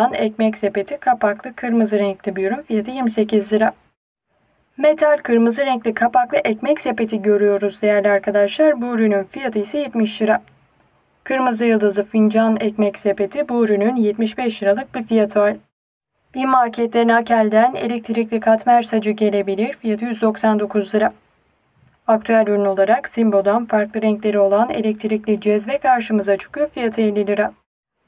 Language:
Turkish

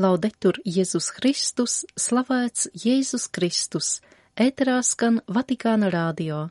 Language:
Latvian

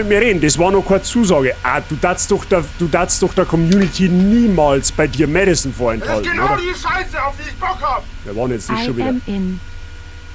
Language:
Bavarian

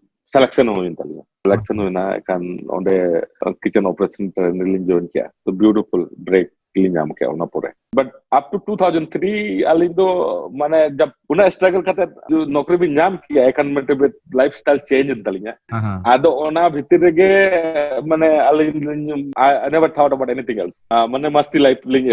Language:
Santali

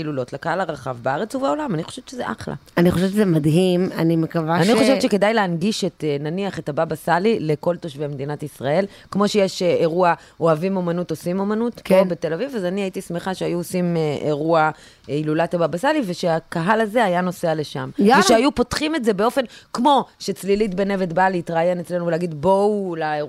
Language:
Hebrew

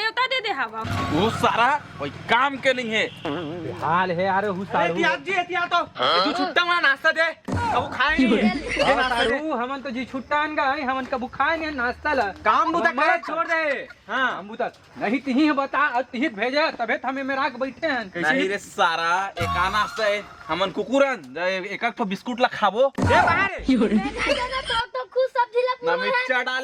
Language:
Chhattisgarhi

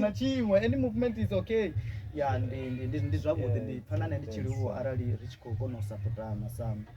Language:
Venda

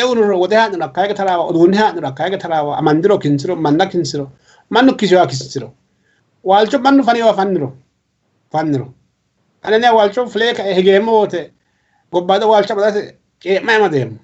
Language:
Sidamo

